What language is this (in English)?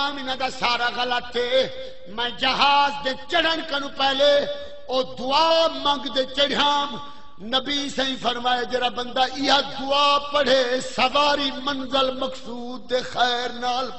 Saraiki